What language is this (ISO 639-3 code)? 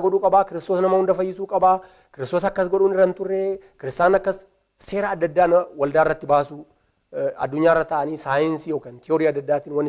orm